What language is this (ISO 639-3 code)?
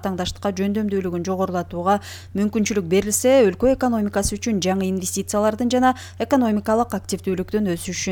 kir